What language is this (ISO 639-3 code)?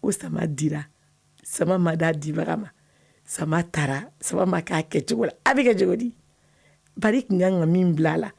bam